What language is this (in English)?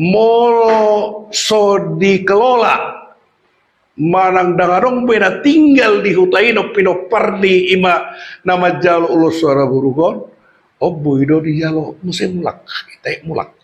Batak Toba